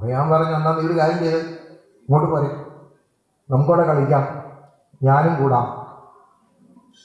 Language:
Malayalam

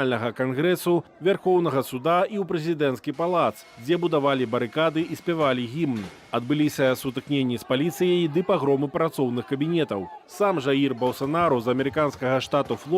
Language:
Belarusian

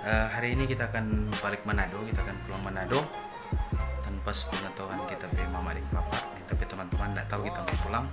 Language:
Manado Malay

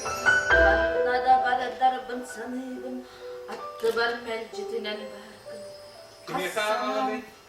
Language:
Yakut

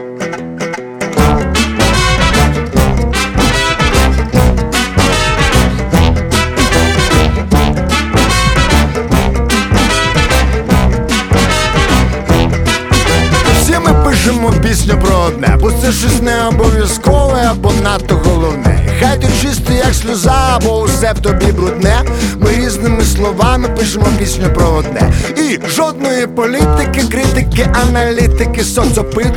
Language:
Ukrainian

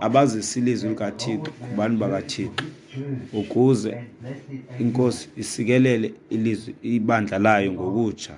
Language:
Xhosa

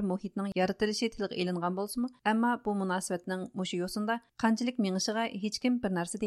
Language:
Uyghur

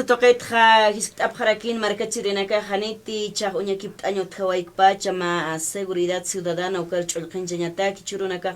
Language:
Aymara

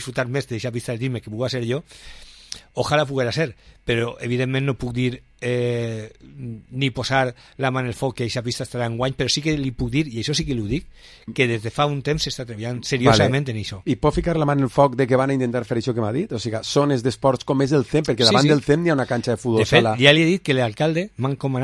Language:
Catalan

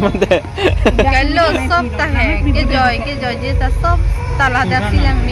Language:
Karbi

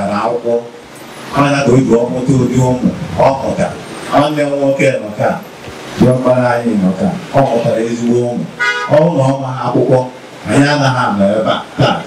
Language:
Igbo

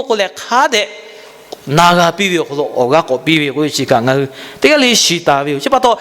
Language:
Lahu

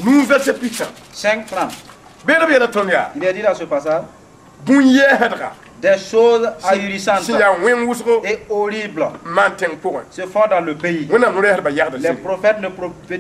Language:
Mossi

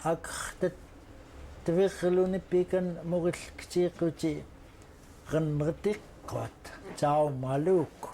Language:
Central Yupik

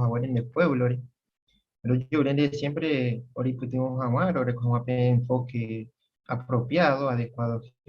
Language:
Guarani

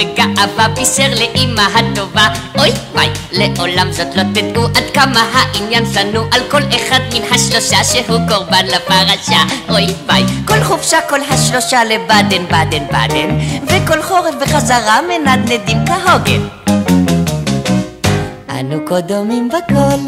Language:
Hebrew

